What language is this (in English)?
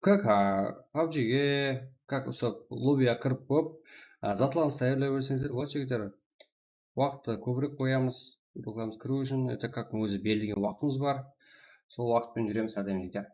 Kara-Kalpak